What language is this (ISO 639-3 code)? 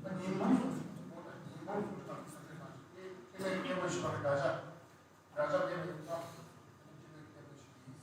bod